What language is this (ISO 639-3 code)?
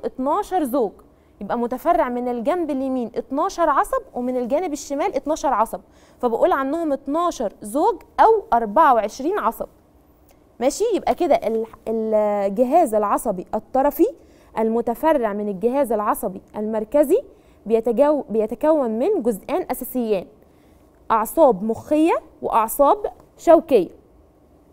arz